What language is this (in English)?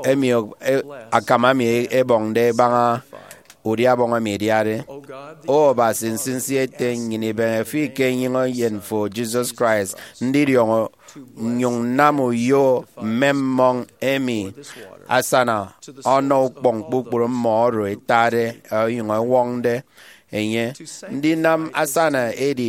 Efik